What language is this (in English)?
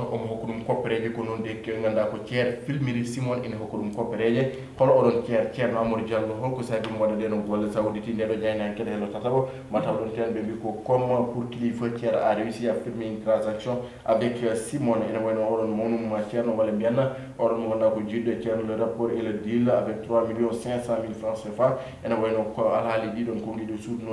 Fula